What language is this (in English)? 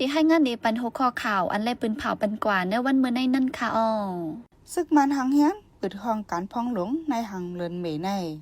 Shan